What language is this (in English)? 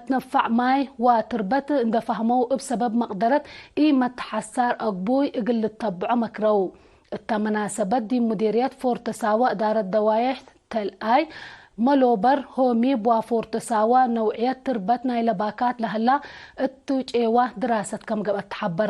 Tigre